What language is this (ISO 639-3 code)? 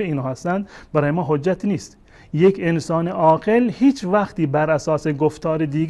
fas